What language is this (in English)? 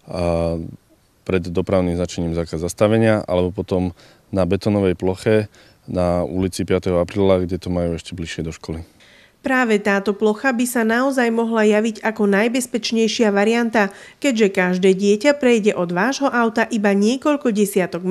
Slovak